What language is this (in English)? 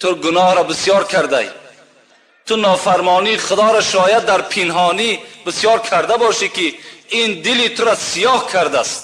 Tajik